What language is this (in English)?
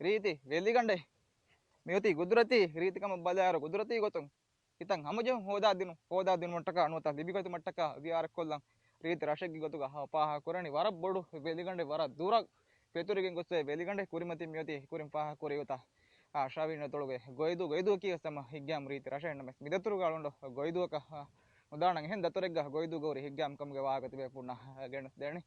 Divehi